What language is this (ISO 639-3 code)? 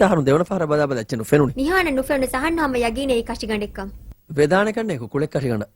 div